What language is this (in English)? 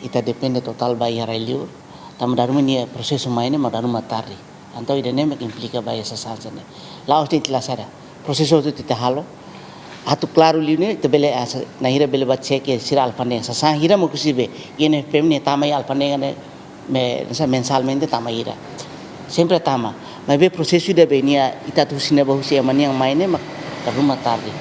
Tetum